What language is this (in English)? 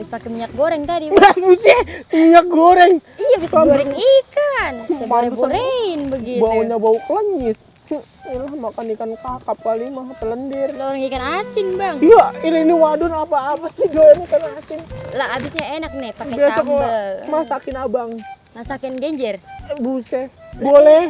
Betawi